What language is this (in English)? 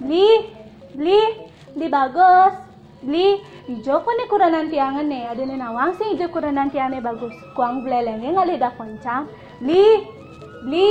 Balinese